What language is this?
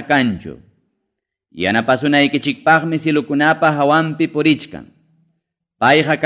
Ayacucho Quechua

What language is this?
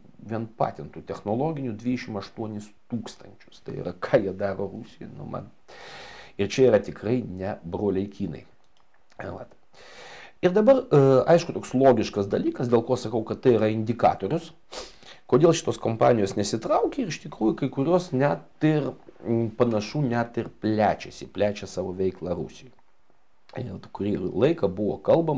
Lithuanian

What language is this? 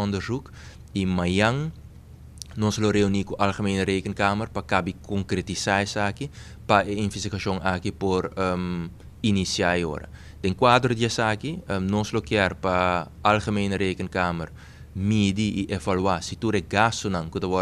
Papiamento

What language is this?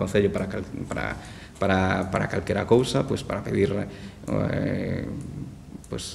Galician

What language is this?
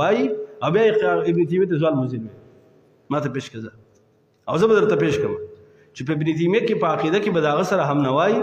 Pashto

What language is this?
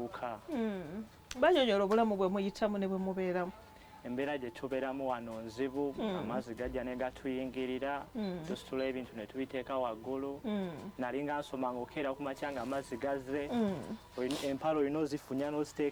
Ganda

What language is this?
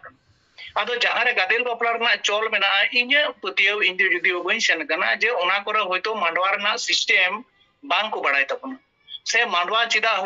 Santali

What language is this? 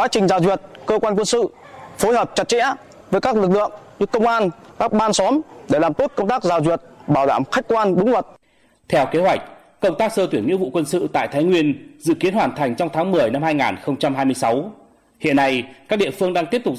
Vietnamese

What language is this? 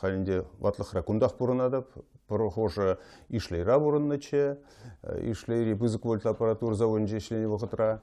Chuvash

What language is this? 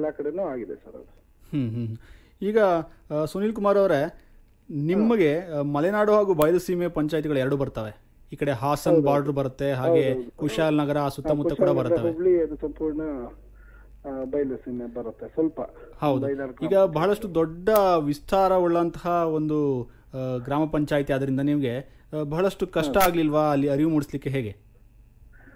Kannada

